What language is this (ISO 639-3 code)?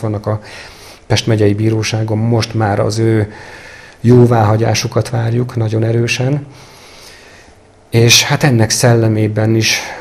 hun